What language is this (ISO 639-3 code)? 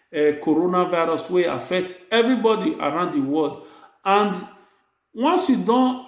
pcm